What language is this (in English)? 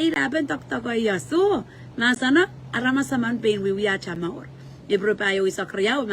Pohnpeian